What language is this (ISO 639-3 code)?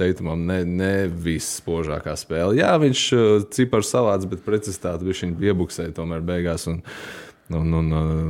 lav